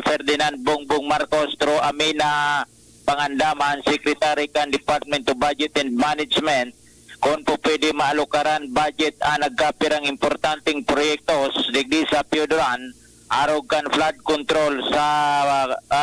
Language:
Bikol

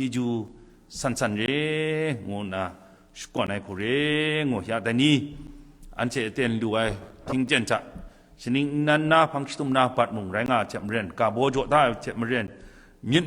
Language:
Kachin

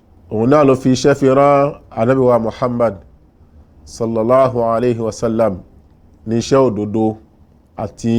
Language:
Yoruba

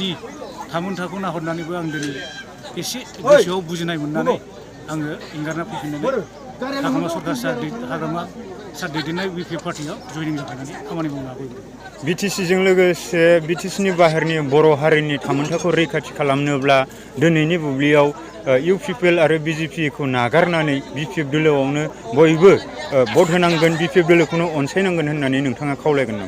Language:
Bodo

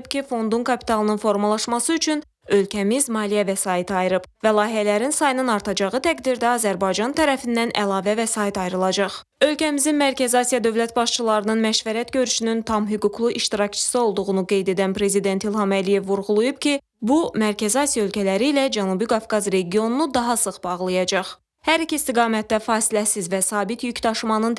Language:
Azerbaijani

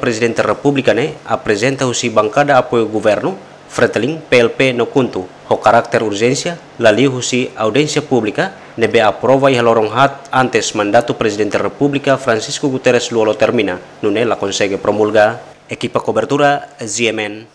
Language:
Tetum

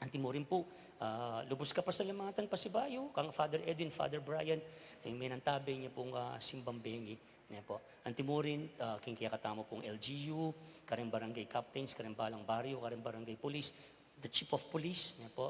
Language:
Pampanga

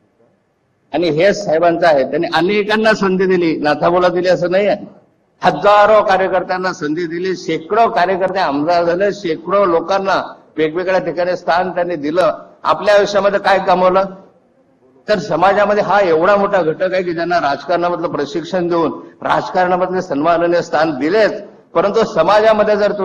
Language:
Marathi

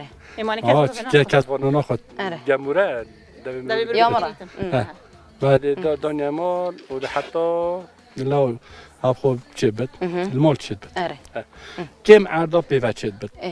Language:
Kurdish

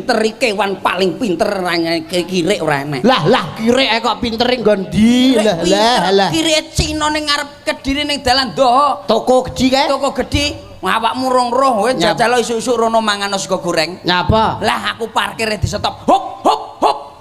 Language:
Javanese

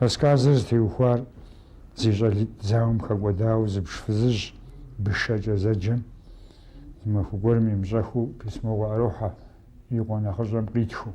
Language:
Kabardian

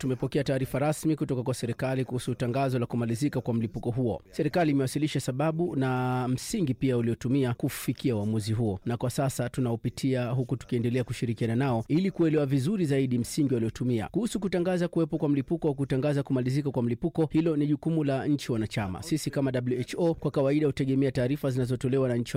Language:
Swahili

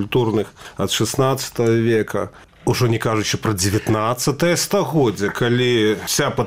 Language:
Belarusian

